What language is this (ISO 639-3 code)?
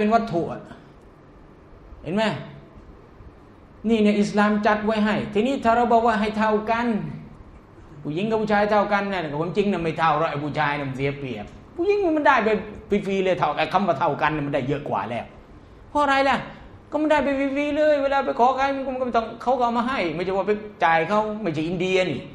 tha